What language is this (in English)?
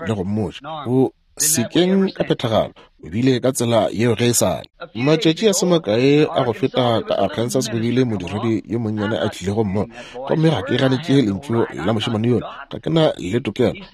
Northern Sotho